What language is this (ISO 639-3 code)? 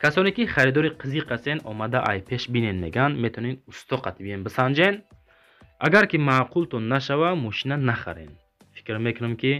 tgk